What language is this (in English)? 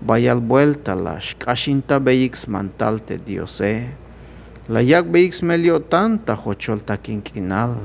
Tzeltal